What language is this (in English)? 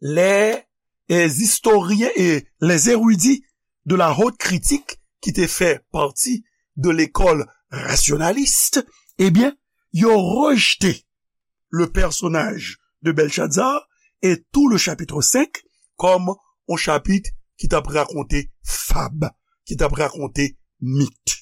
Haitian Creole